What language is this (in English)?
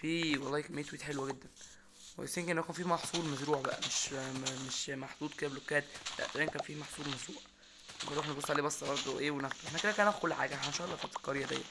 Egyptian Arabic